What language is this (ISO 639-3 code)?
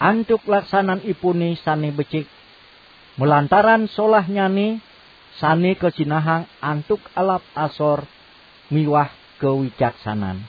ban